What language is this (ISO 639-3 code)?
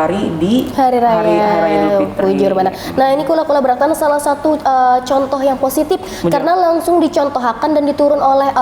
bjn